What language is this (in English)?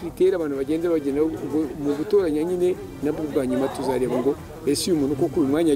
Kinyarwanda